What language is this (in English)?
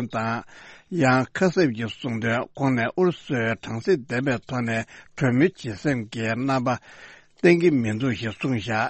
Tibetan